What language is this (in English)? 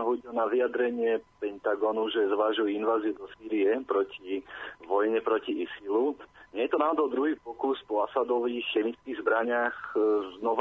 Slovak